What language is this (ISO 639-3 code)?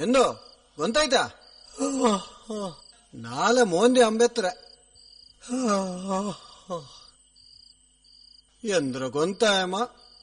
kan